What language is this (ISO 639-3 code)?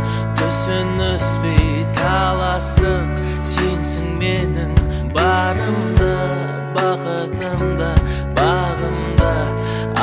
kaz